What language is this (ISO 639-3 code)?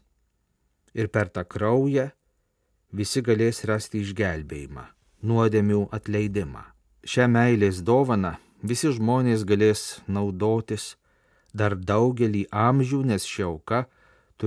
lit